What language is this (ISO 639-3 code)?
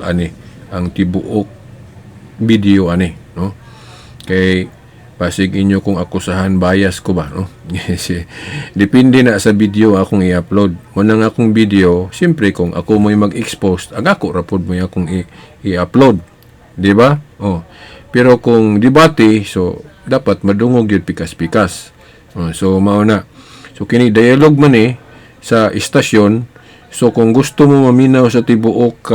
ceb